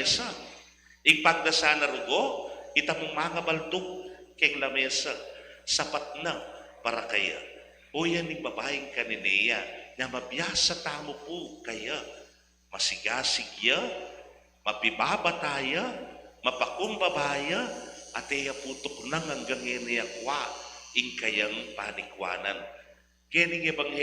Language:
Pampanga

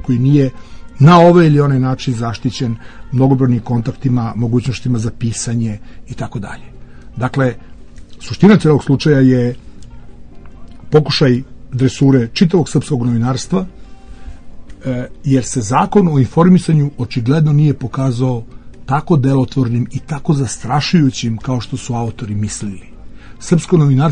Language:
Serbian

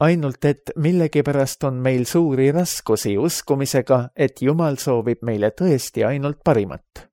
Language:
Estonian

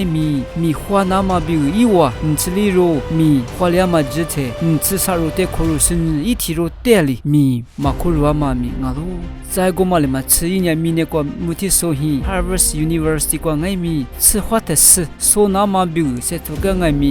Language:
Lisu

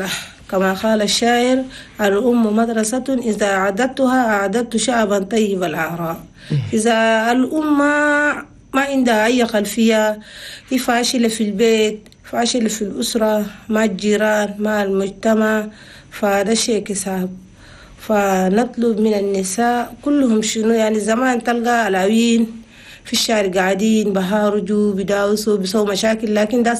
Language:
Chadian Arabic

